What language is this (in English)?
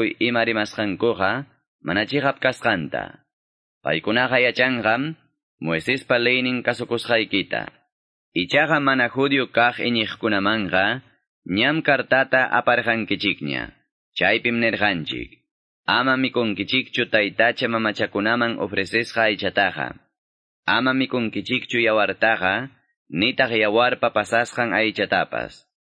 Ayacucho Quechua